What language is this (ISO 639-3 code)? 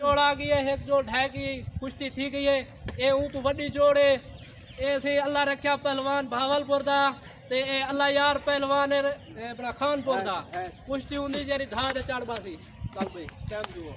skr